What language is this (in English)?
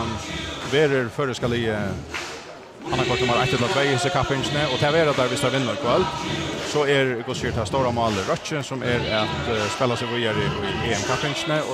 Faroese